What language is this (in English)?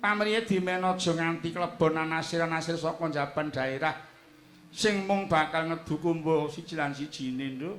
Javanese